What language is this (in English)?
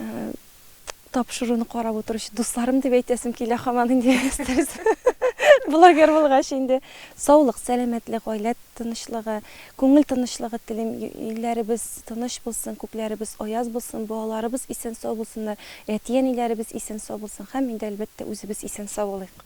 Tatar